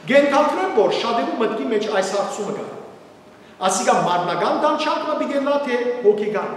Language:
Western Armenian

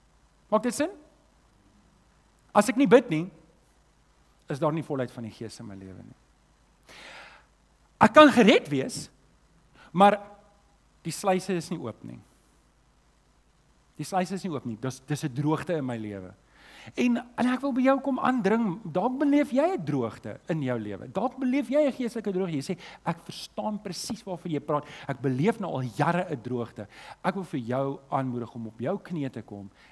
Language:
Afrikaans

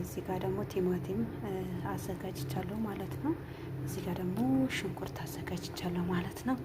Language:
Amharic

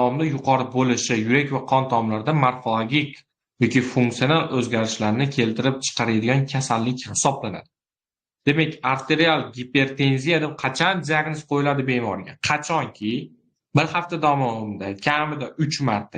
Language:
Uzbek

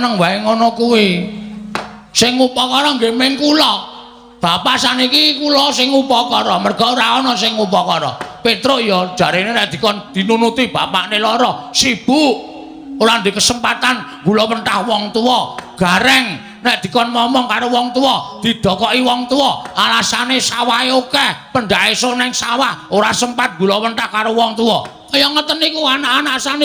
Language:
Javanese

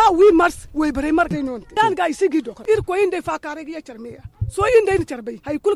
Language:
Zarma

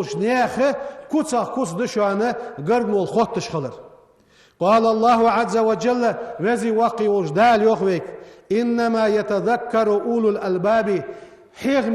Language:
Ingush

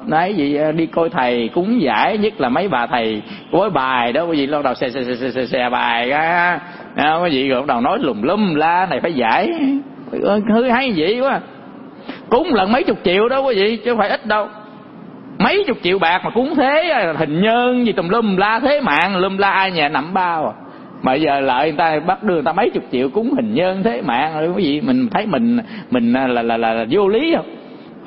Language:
Vietnamese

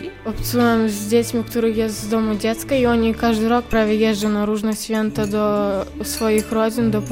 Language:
Polish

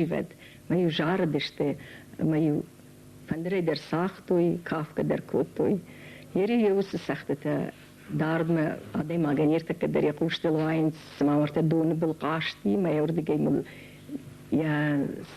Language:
Ossetic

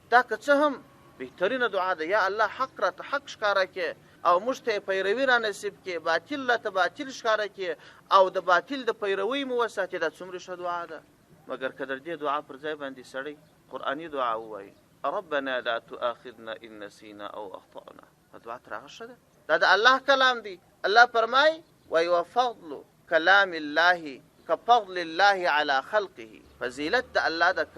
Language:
Pashto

